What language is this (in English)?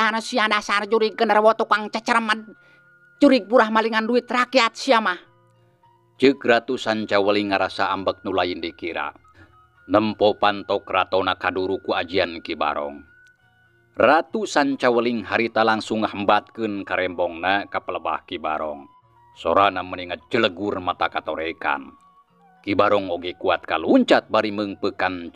Sundanese